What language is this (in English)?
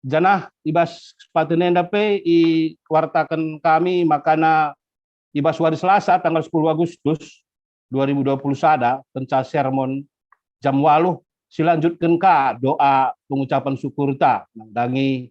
Batak Karo